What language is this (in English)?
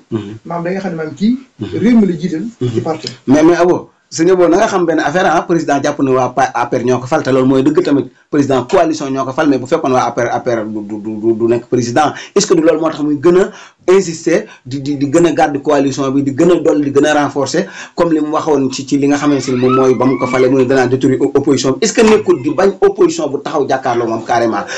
Wolof